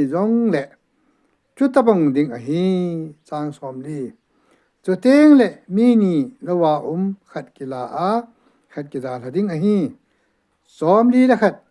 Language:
Thado Chin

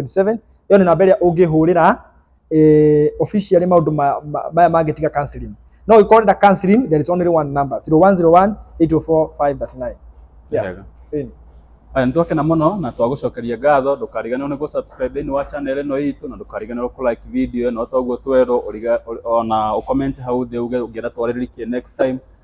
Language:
Kikuyu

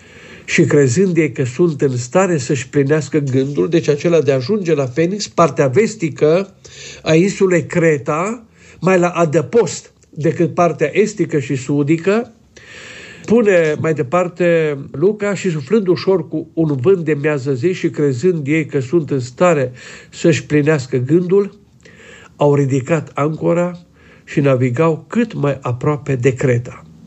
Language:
Romanian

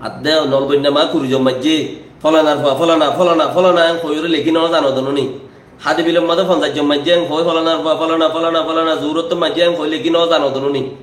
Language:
Rohingya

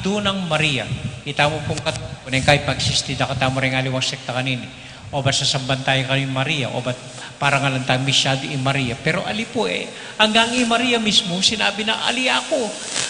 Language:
Pampanga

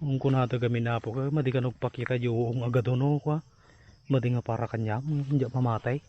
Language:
Iloko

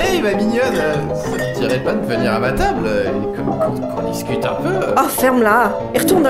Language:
French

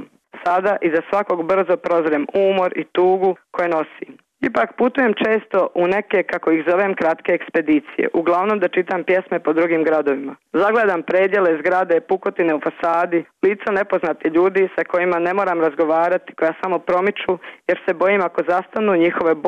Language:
Bosnian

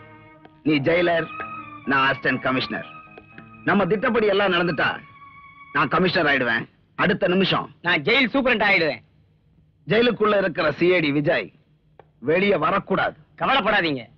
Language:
Tamil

